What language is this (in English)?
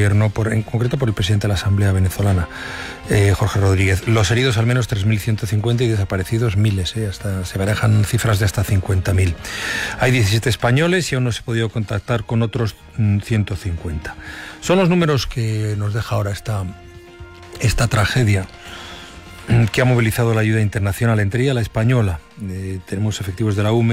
Spanish